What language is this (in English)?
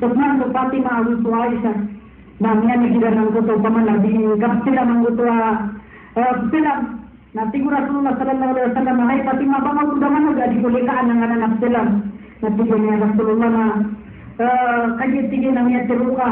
Maranao